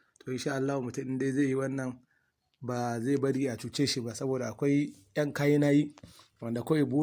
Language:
Hausa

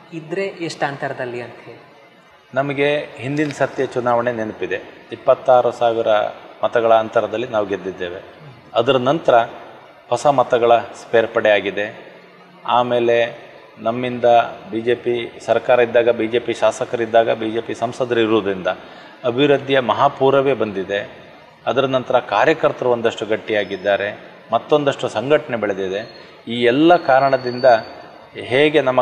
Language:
Kannada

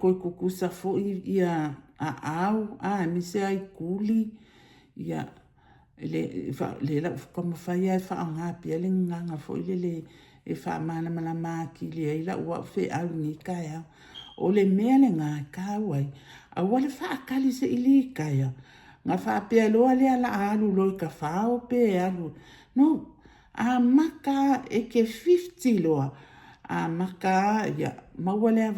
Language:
Samoan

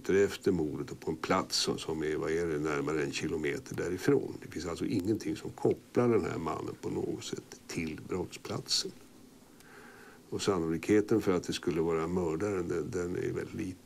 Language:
Swedish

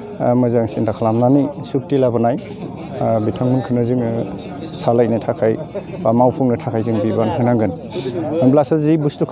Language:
Bodo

